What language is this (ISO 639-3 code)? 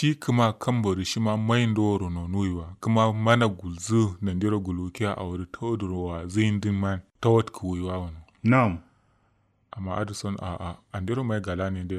kau